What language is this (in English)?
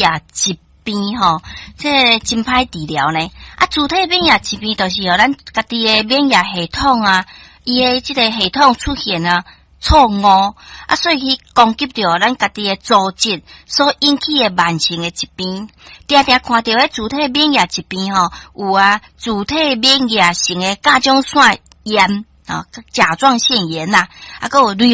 Min Nan Chinese